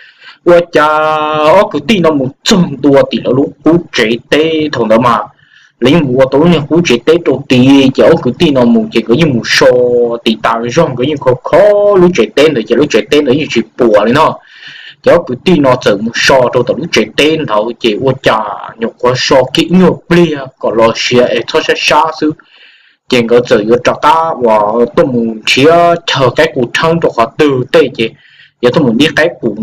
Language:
Hmong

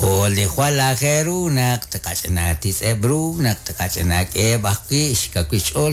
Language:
Kekchí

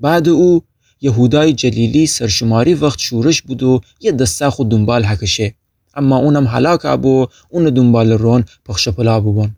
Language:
Gilaki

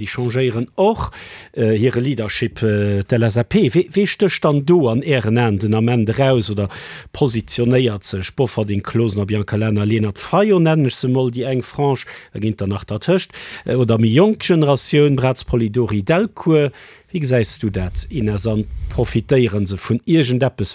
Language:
Luxembourgish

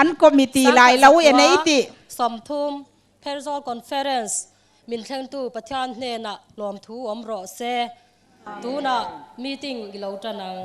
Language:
Hmar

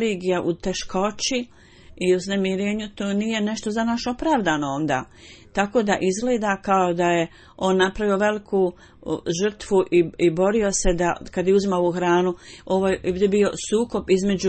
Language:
Bosnian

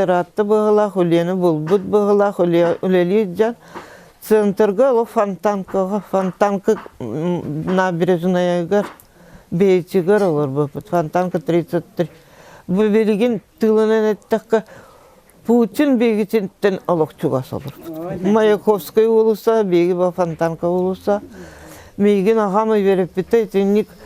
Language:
Yakut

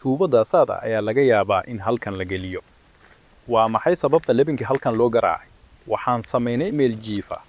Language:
Somali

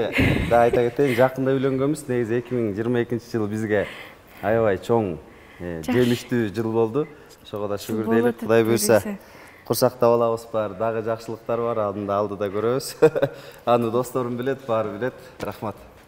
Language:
Kyrgyz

